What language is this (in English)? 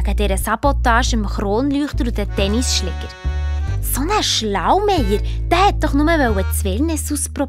Swiss German